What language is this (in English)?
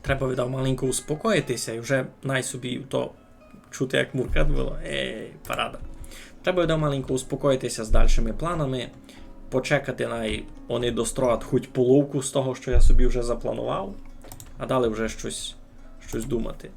Rusyn